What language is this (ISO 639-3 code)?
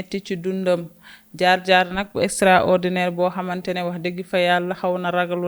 wol